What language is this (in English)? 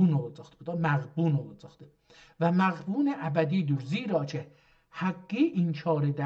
South Azerbaijani